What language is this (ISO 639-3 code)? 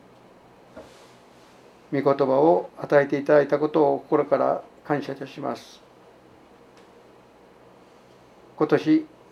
jpn